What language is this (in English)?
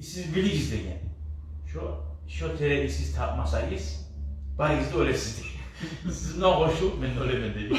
Kumyk